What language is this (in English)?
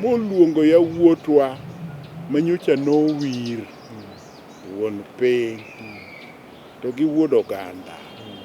Luo (Kenya and Tanzania)